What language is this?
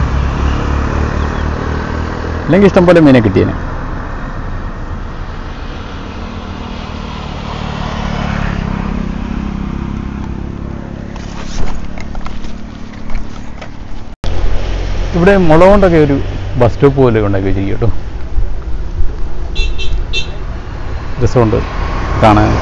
Malayalam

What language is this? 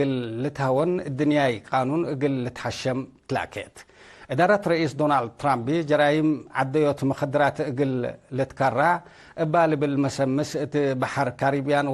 Tigre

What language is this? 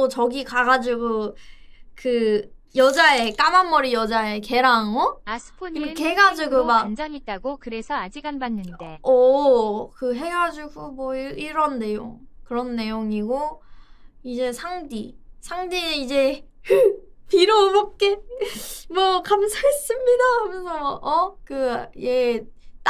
Korean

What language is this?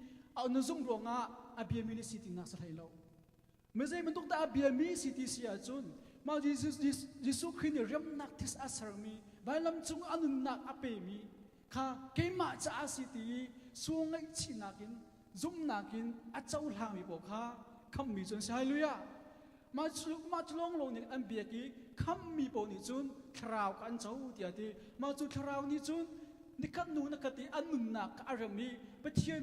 Hakha Chin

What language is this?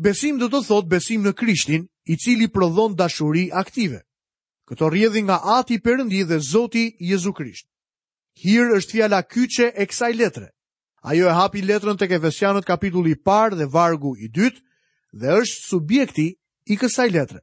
Albanian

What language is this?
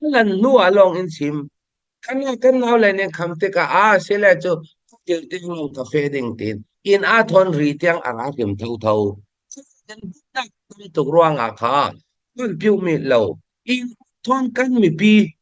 Falam Chin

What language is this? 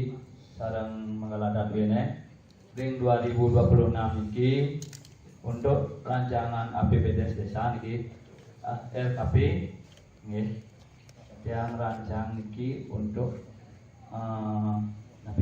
Balinese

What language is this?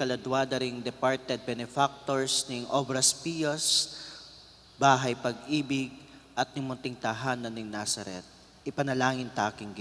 Pampanga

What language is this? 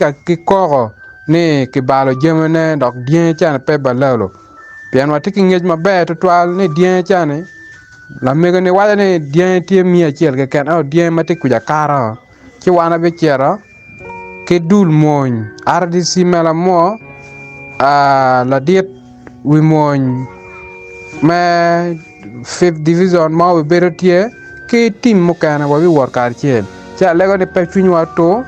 Acoli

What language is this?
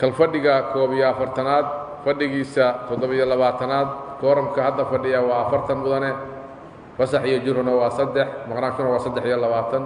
Somali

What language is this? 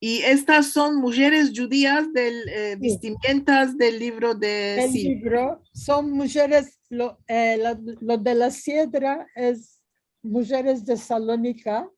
Ladino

